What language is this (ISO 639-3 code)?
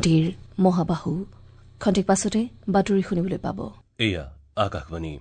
asm